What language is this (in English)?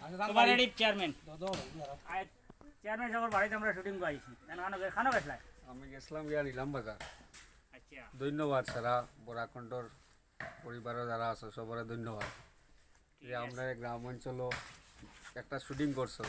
Sylheti